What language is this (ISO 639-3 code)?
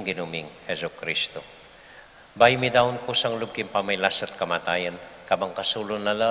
pam